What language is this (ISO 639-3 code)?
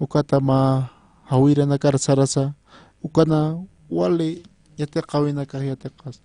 aym